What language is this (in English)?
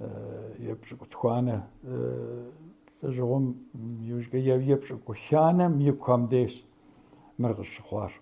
Kabardian